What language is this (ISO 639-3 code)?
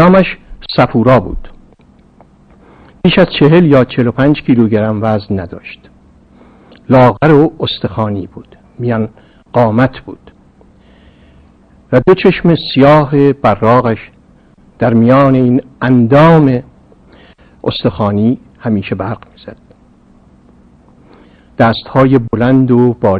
fas